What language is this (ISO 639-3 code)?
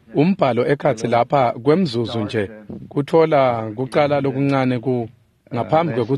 ssw